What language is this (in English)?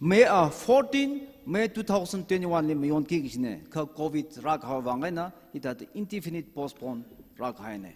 Tangkhul Naga (India)